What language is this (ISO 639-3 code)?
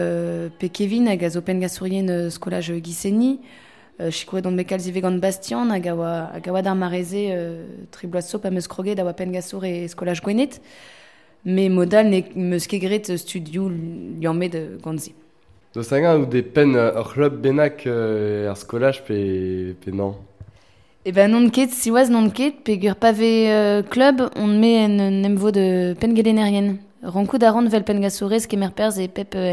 bre